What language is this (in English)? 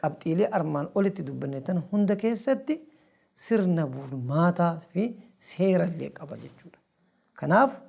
Oromo